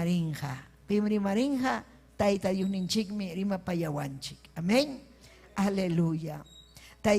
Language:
Ayacucho Quechua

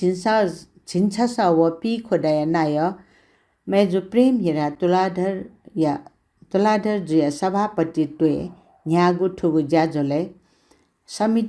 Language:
Newari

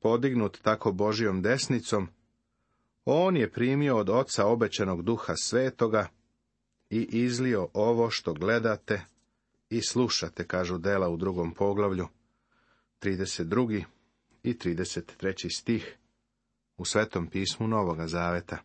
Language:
Serbian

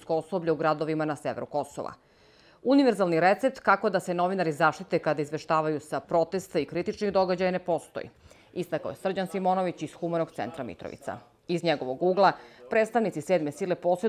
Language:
Serbian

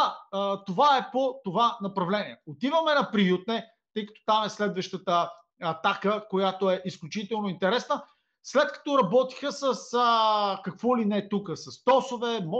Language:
Bulgarian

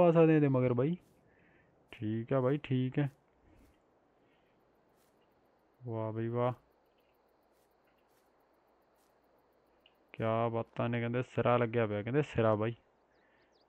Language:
Punjabi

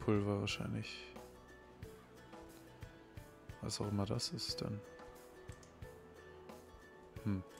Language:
German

